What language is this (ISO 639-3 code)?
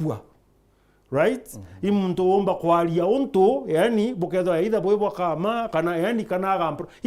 mer